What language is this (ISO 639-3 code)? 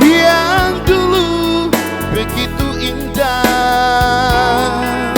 abs